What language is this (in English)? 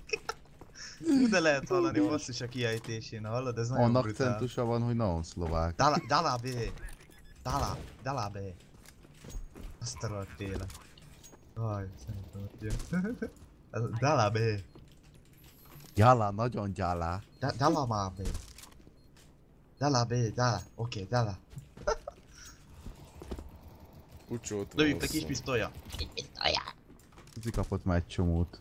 Hungarian